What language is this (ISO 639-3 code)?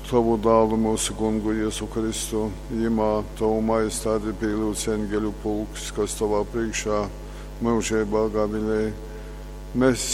ltg